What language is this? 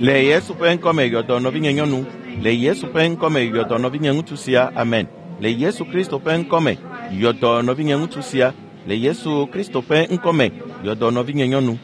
Ewe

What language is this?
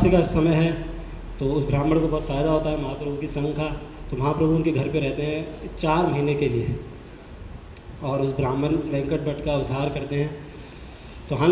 Hindi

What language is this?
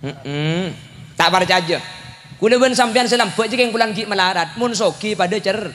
Madurese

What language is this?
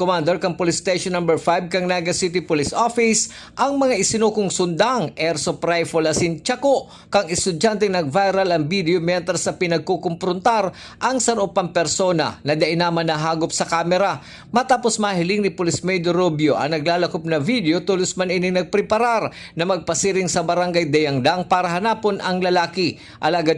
Bikol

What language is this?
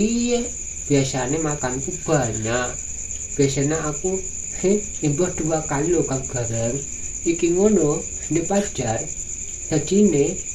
Javanese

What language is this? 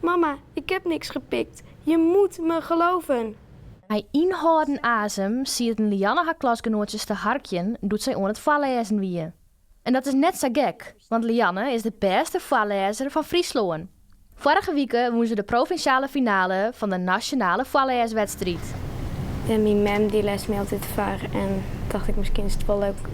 Western Frisian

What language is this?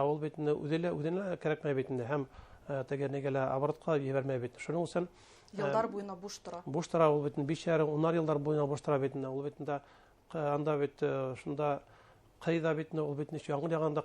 Bashkir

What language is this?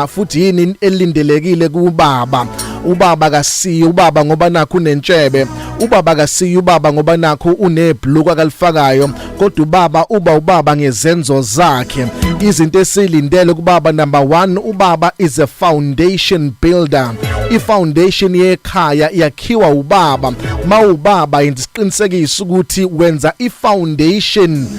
Zulu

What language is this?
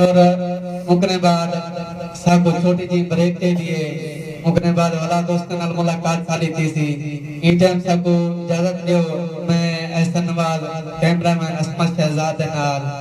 Saraiki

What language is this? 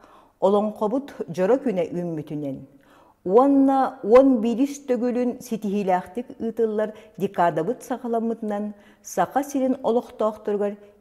Yakut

